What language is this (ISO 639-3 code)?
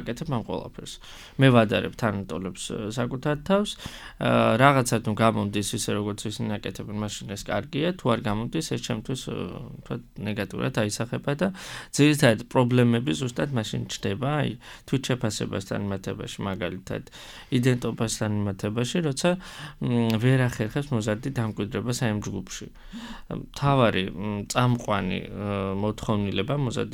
kat